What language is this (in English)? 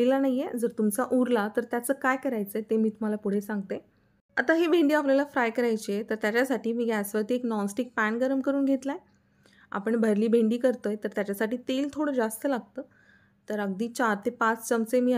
Marathi